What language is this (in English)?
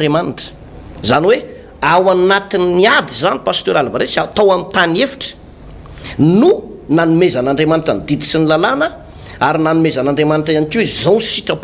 Malagasy